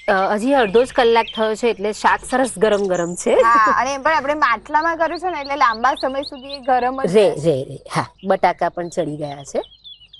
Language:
Gujarati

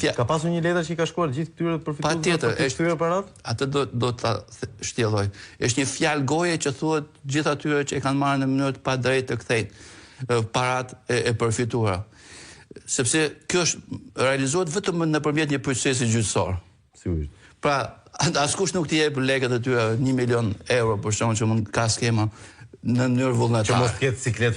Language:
Albanian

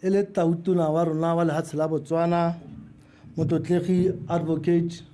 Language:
Tswana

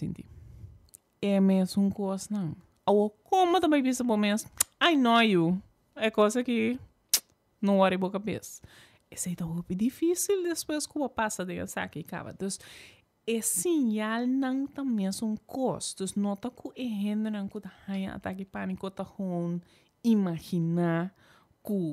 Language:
Papiamento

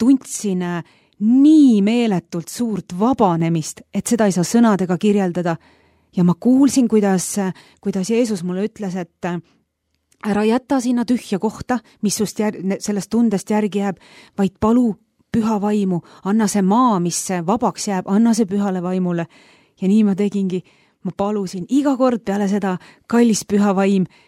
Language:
Estonian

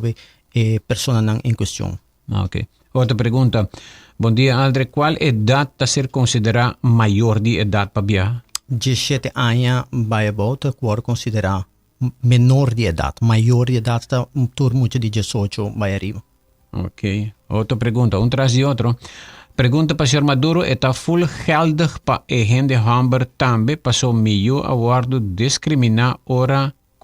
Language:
Papiamento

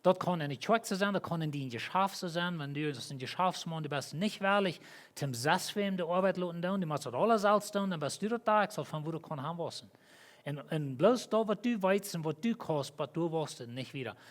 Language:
Plautdietsch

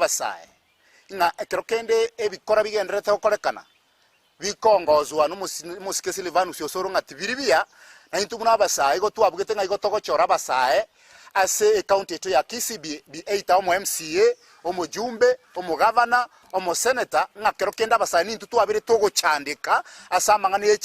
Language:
Gusii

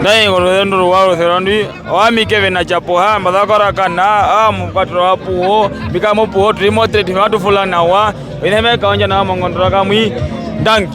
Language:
Herero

